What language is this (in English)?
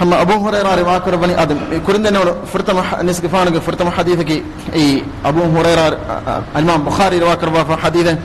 Divehi